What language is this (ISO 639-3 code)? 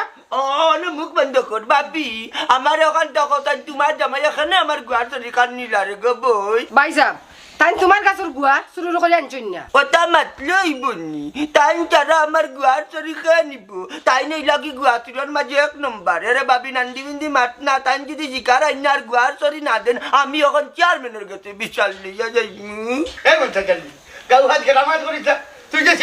syl